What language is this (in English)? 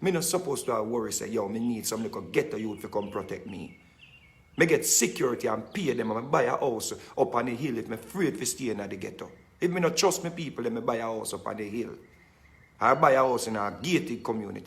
Jamaican Creole English